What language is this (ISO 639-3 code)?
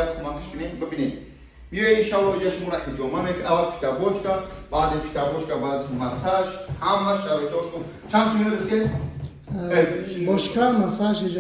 tgk